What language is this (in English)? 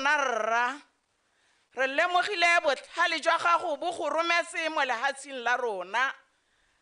Tswana